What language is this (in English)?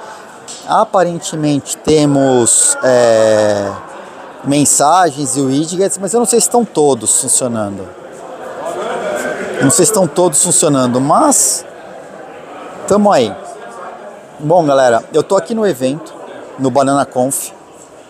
Portuguese